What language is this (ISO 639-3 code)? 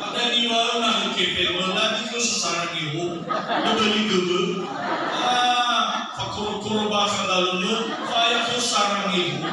nia